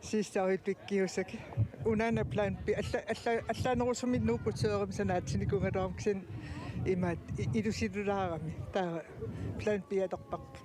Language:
Kalaallisut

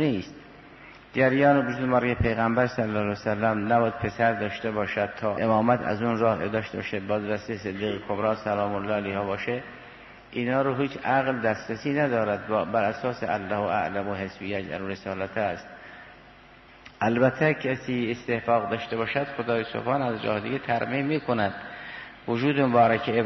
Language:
Persian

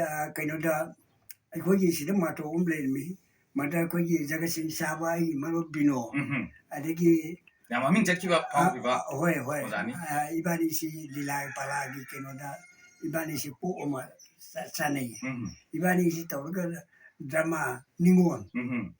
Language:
Manipuri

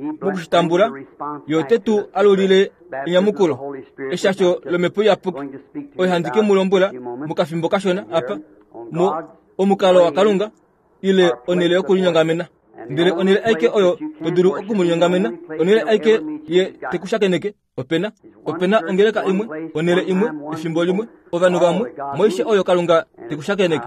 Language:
Kuanyama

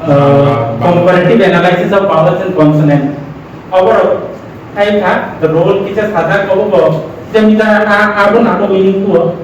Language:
Kok Borok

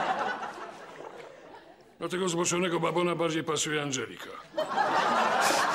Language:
Polish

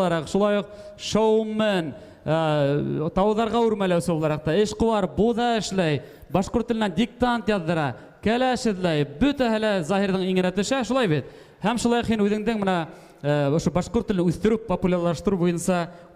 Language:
Bashkir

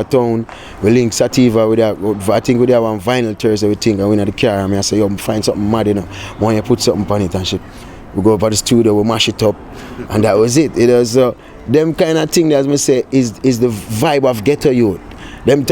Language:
Jamaican Creole English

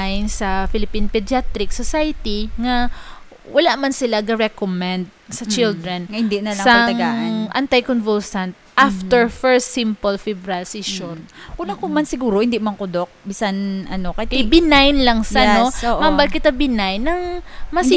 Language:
Hiligaynon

